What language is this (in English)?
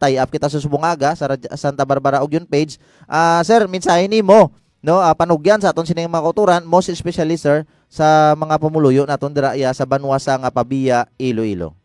Hiligaynon